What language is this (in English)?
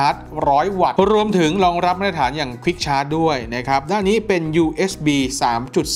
Thai